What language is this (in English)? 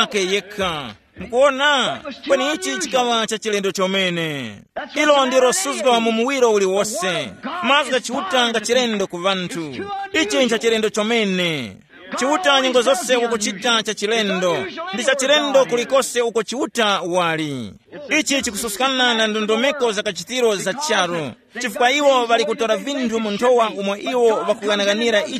Tumbuka